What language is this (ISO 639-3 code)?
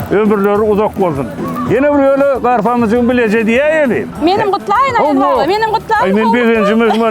tuk